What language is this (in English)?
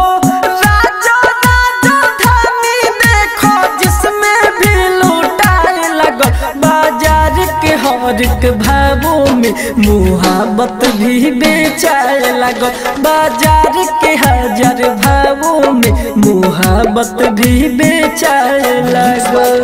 Bhojpuri